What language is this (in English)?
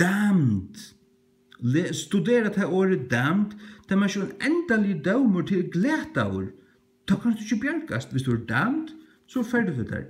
Faroese